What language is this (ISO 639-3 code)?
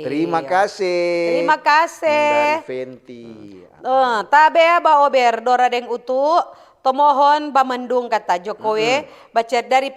xmm